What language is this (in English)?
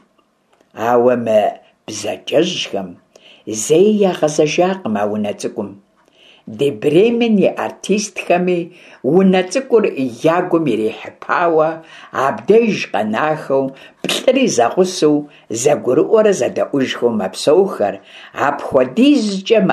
Kabardian